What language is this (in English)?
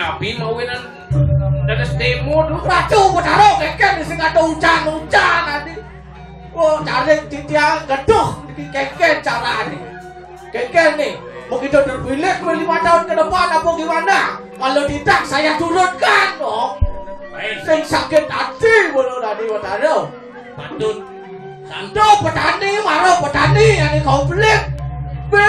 Balinese